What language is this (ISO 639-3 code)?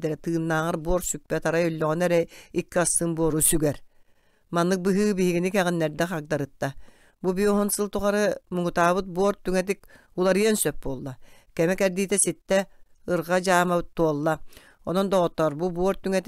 sah